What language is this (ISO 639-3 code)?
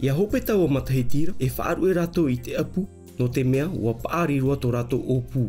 tah